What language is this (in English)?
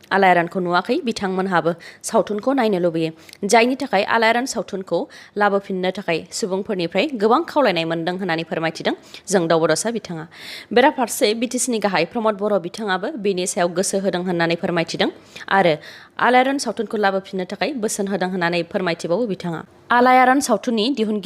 Bodo